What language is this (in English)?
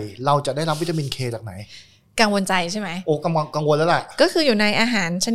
Thai